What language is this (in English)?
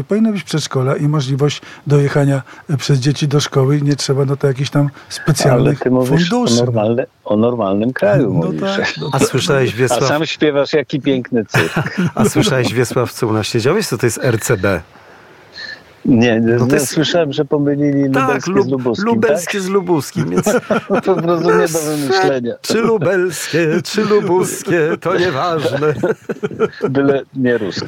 Polish